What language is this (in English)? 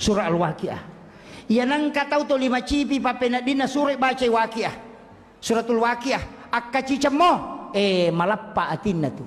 Buginese